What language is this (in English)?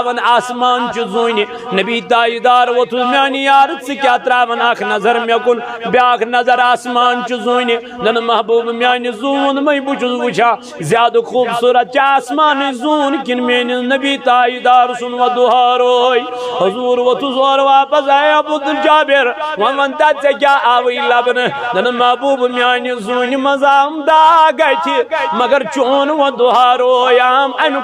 Kashmiri